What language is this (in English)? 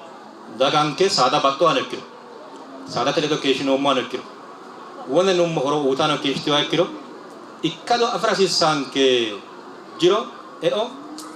Sidamo